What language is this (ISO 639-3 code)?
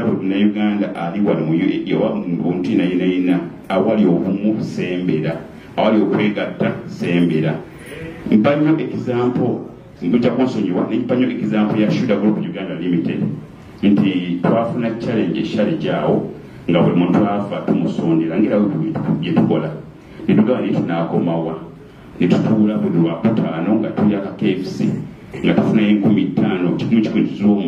xog